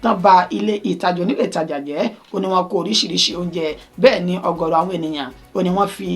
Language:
Yoruba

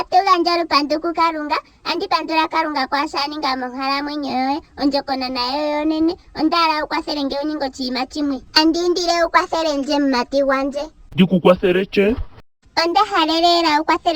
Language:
Ndonga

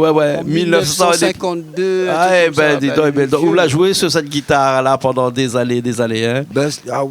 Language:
Réunion Creole French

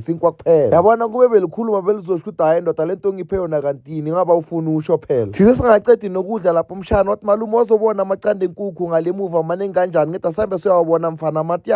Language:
Zulu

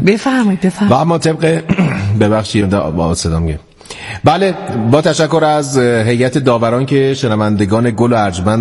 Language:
Persian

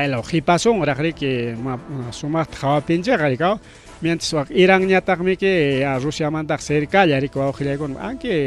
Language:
Ayacucho Quechua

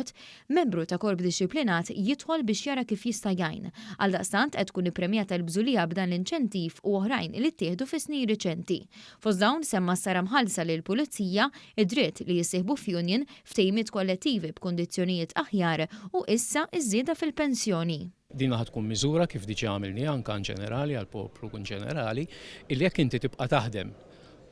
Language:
Maltese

